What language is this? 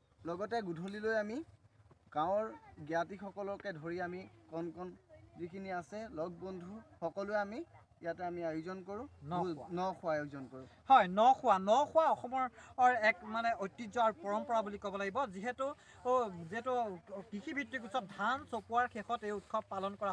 Assamese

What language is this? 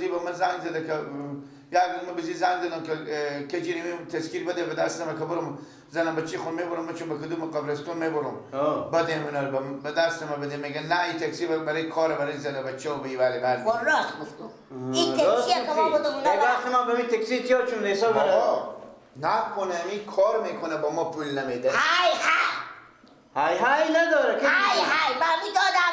Persian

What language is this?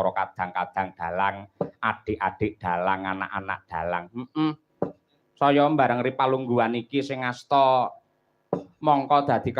Javanese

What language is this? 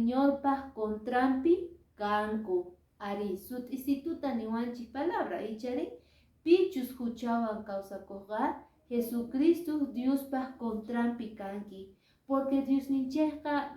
Quechua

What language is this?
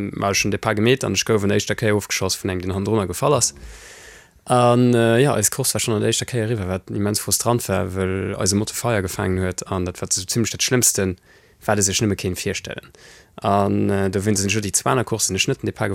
Luxembourgish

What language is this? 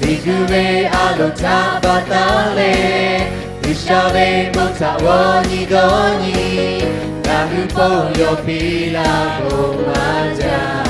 Lahu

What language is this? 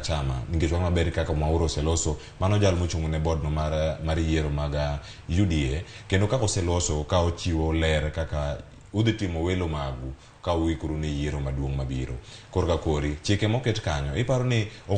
Luo (Kenya and Tanzania)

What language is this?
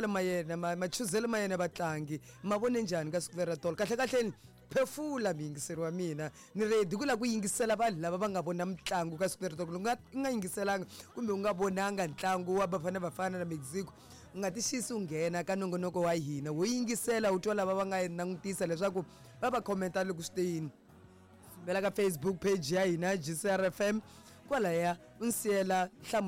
Tsonga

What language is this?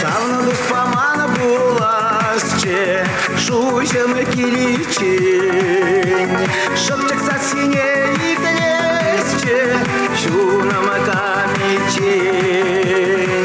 Chuvash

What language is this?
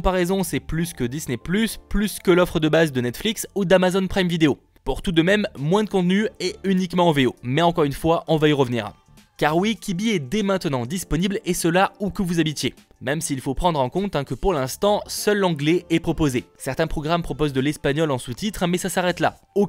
French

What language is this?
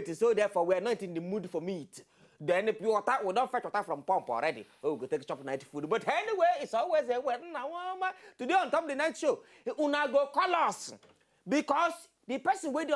Nigerian Pidgin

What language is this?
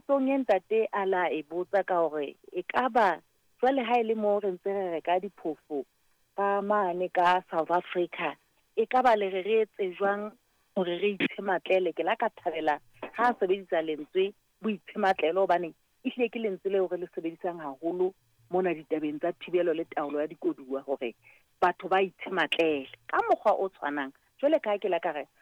Southern Sotho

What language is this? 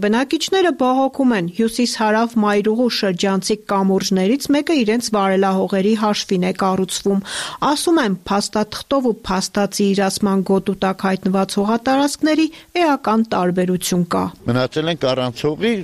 Armenian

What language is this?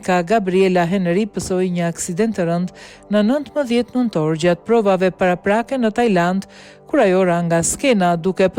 Albanian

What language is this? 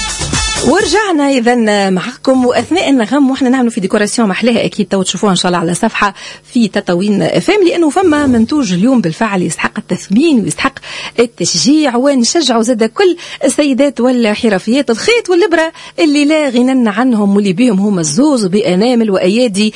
Tunisian Arabic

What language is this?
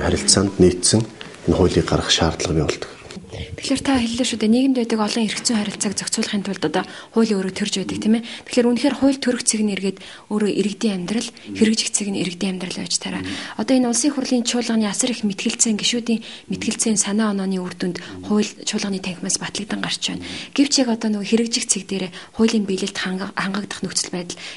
Mongolian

